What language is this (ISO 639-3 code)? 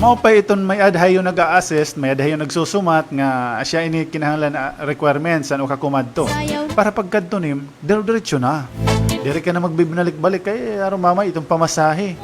war